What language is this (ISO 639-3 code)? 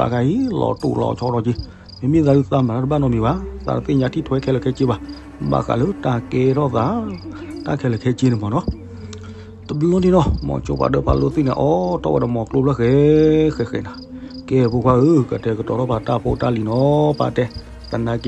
ksw